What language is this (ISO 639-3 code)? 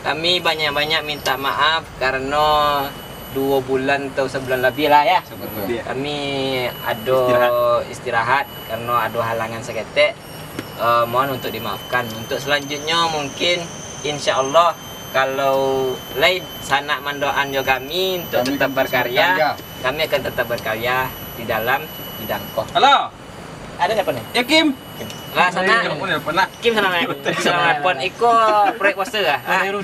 min